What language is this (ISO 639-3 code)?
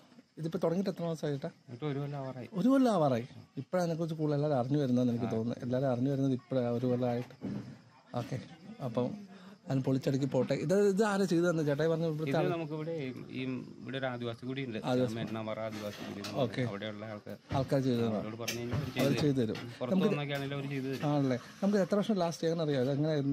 mal